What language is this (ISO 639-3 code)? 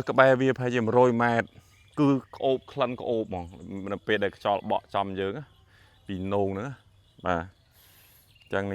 khm